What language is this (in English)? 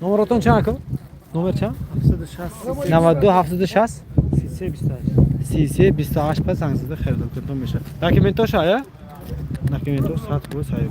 Tajik